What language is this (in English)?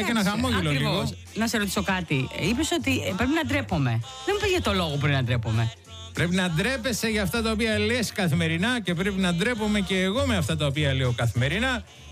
Greek